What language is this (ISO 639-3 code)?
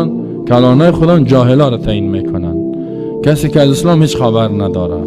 fas